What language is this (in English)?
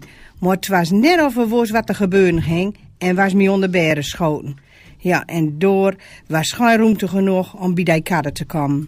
Gronings